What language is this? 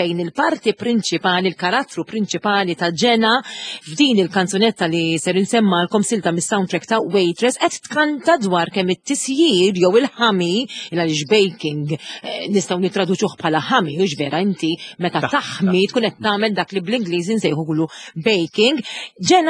Maltese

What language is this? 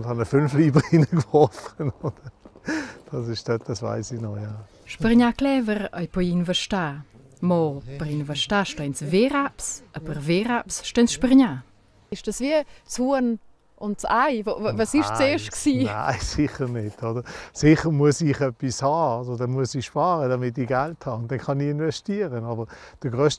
Romansh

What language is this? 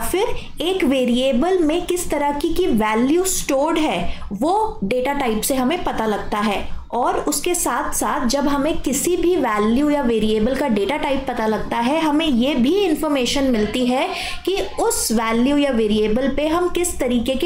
Hindi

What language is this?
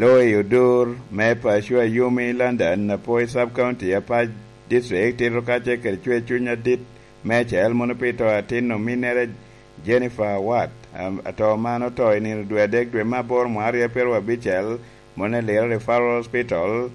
Lango (Uganda)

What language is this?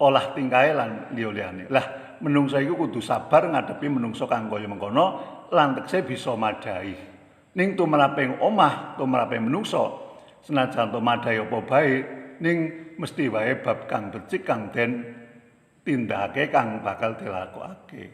Javanese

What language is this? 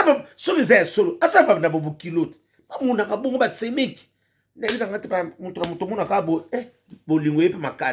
Lingala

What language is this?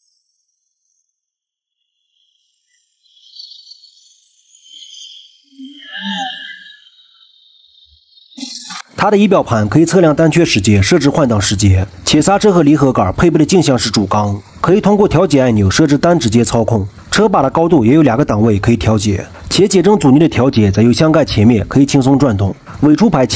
Chinese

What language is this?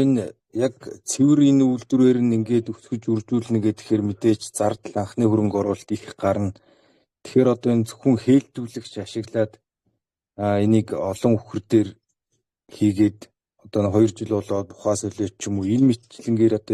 Mongolian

